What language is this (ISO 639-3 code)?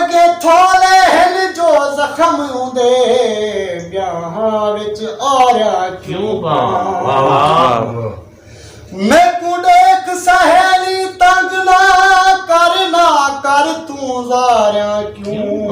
skr